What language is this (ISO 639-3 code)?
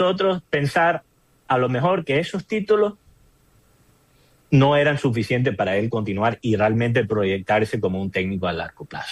spa